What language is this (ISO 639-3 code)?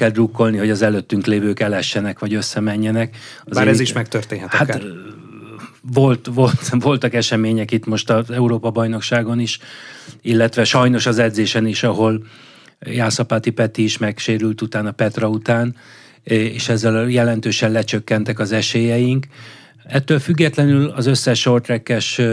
hun